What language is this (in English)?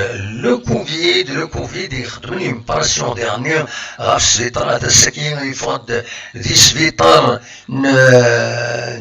Kabyle